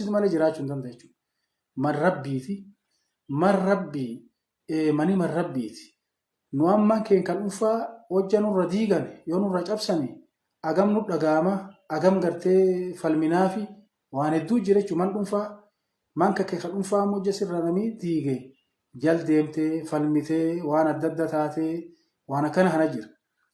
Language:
Oromo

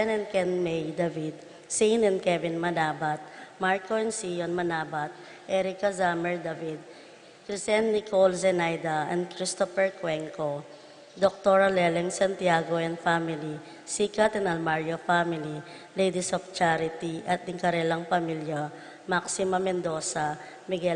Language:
Pampanga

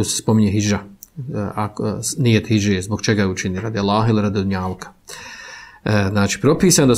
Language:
Bosnian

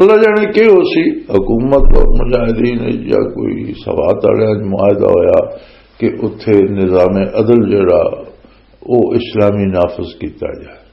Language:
Western Panjabi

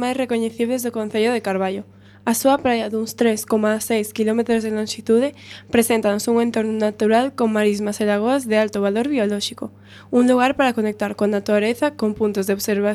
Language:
Galician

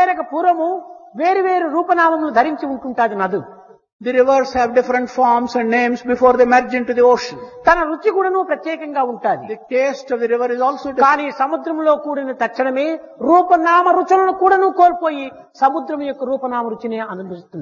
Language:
Telugu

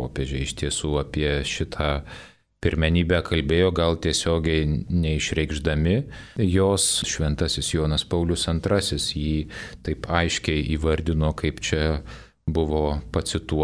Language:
Lithuanian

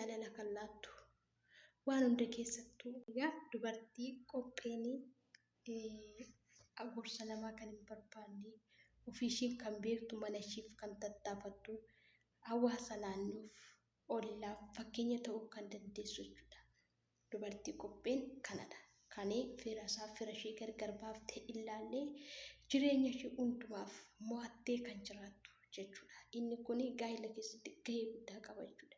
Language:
Oromo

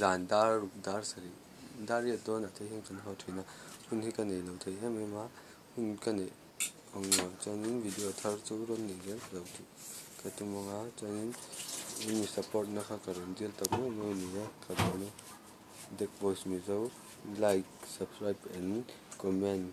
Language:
Mizo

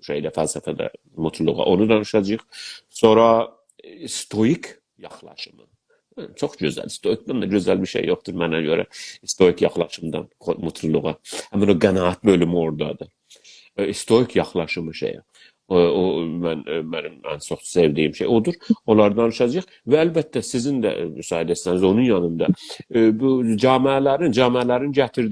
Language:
South Azerbaijani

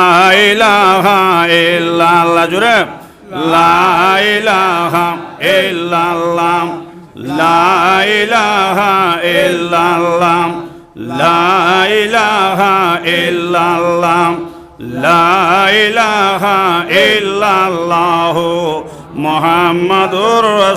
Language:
Sylheti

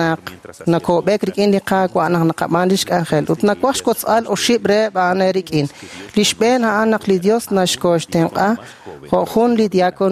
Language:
Kekchí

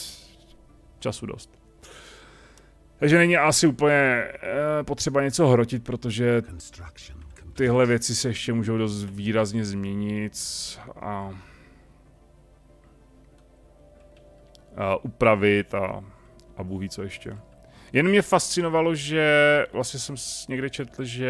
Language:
Czech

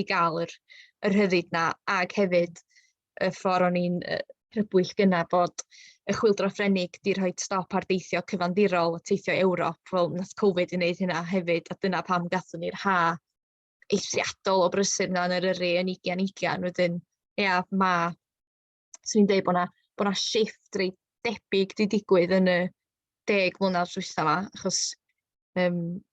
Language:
Welsh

